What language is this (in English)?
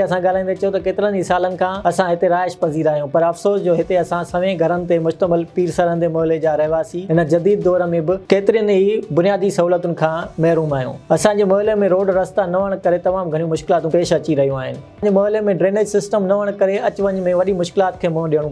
Sindhi